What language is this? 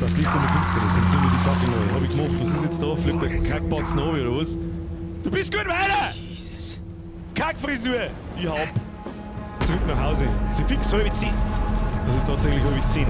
Bavarian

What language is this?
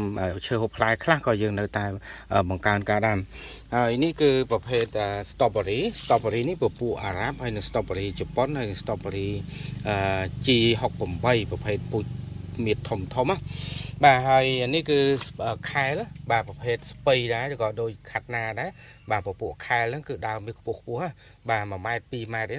Khmer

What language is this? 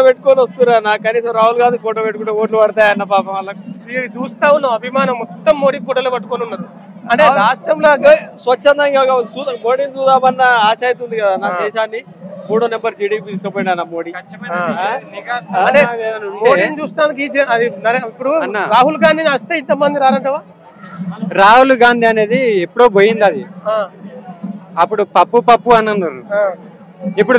Telugu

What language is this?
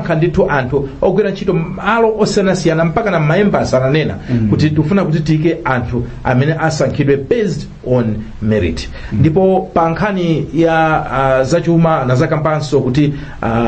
Nyanja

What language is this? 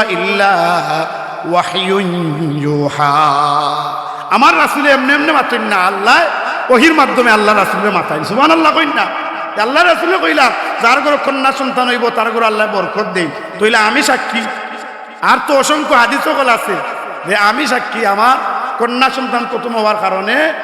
Sylheti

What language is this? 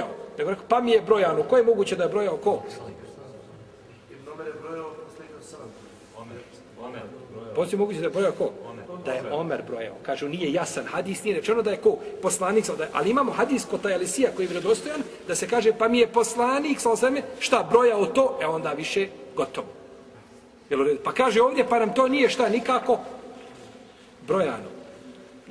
Bosnian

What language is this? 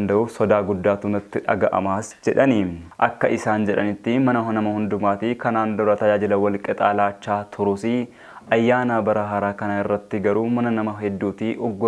Oromo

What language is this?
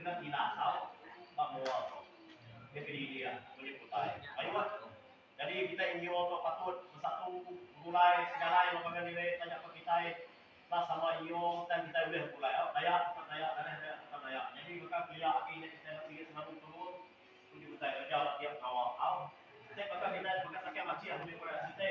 Iban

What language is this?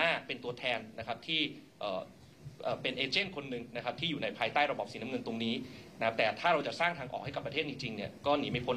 Thai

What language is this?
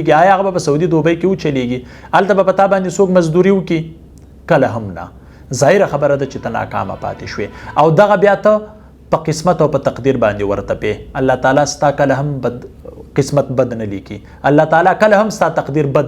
Pashto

